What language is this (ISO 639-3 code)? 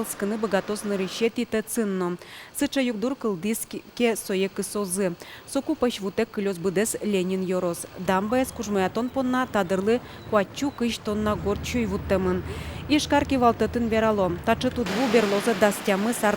udm